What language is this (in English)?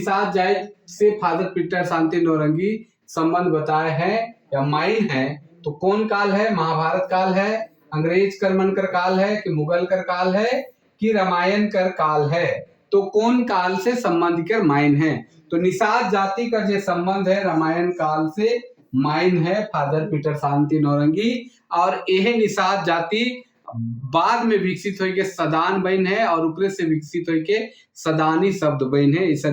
Sadri